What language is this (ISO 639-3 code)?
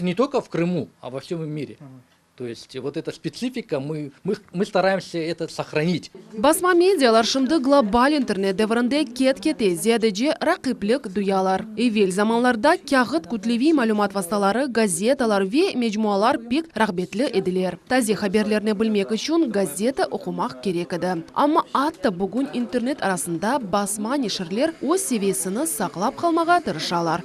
crh